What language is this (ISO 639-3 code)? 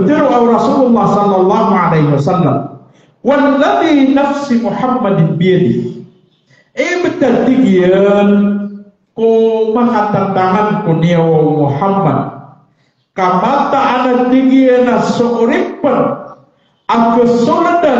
mrw